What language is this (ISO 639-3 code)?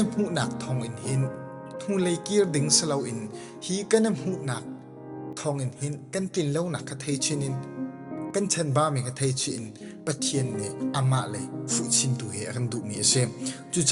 cnh